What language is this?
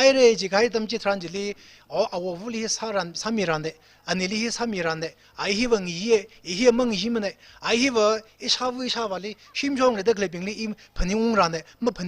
Tangkhul Naga (India)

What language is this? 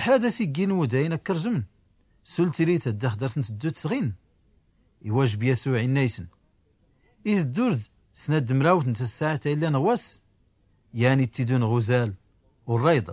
Tachelhit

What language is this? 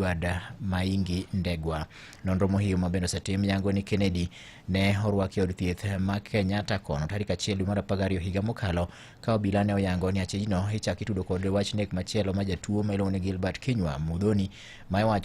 Luo (Kenya and Tanzania)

